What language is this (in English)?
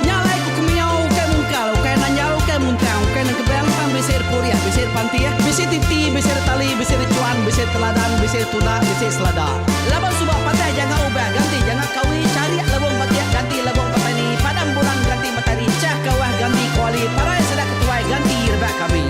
Iban